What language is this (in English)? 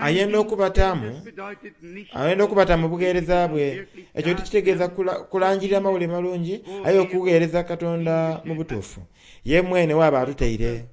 Soga